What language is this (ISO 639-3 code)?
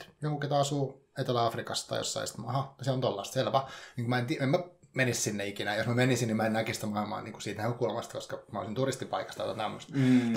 fin